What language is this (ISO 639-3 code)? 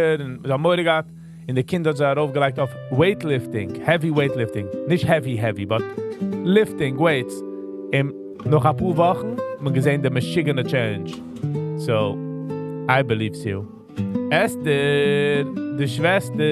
yid